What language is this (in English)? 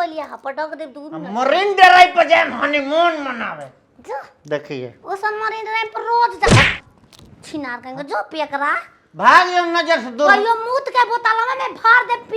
Bhojpuri